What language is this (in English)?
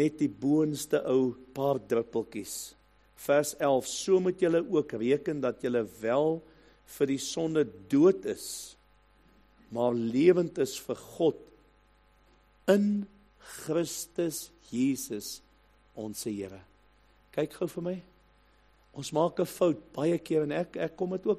Afrikaans